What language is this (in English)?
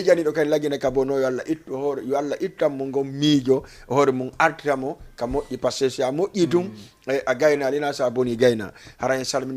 Fula